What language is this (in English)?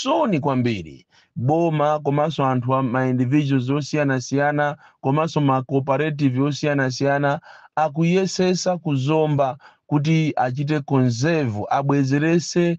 Nyanja